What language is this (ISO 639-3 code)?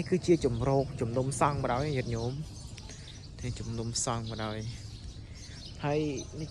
khm